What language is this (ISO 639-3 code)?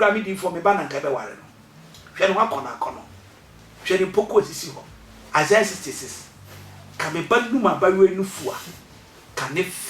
aka